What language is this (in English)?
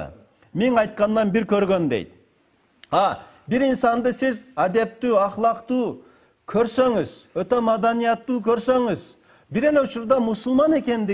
Kyrgyz